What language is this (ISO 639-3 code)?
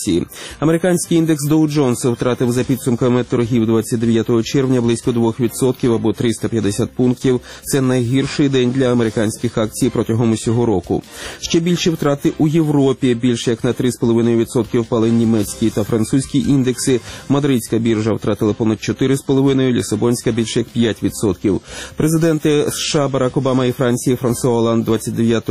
ukr